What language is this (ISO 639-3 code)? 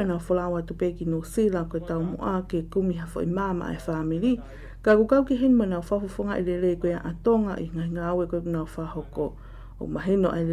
ton